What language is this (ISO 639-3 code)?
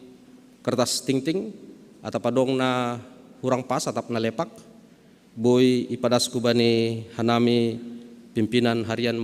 bts